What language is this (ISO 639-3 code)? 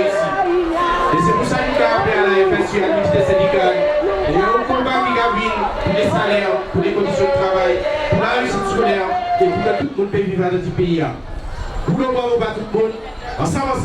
gcf